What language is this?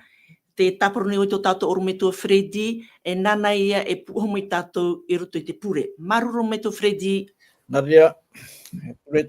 Tahitian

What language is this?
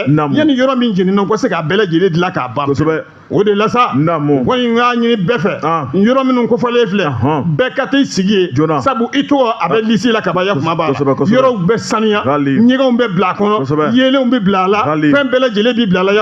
Bambara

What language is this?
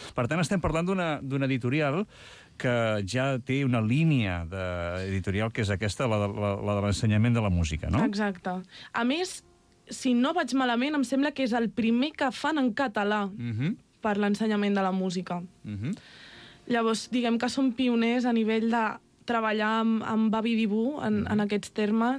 Catalan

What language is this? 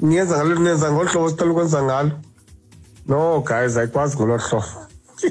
Xhosa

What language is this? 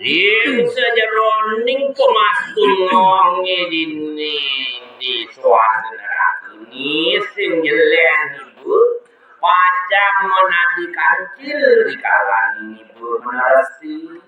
Balinese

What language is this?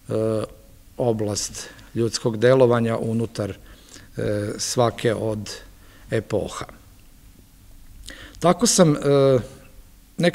Serbian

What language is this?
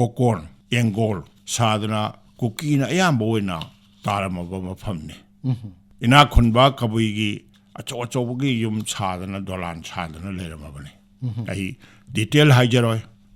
Manipuri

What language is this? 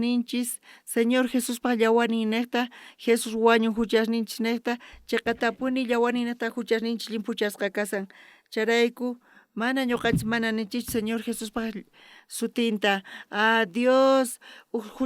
South Bolivian Quechua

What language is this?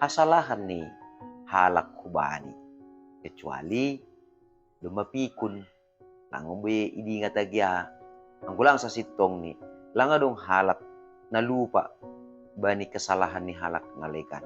Batak Simalungun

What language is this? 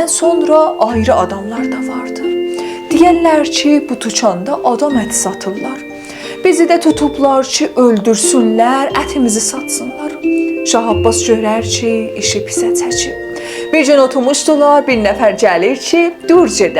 South Azerbaijani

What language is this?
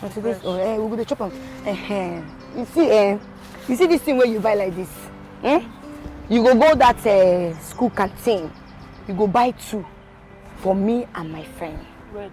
Nigerian Pidgin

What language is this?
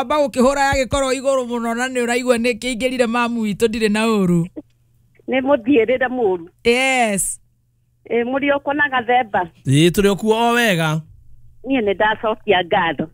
Kikuyu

